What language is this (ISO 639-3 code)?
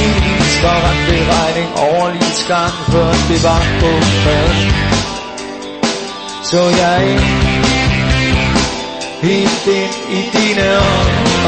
dan